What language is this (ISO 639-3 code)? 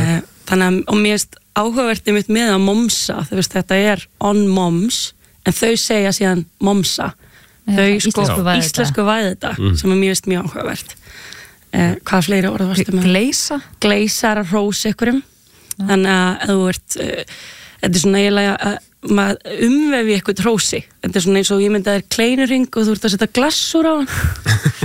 isl